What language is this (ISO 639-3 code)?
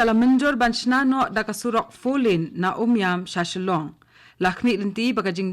kha